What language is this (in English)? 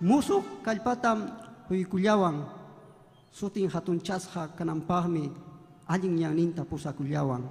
Ayacucho Quechua